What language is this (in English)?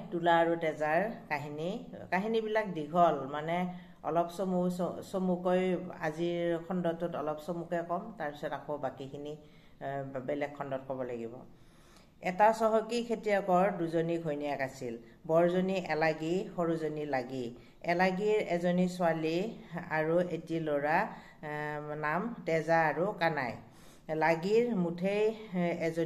Assamese